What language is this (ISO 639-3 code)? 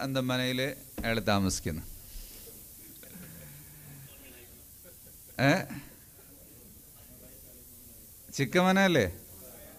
mal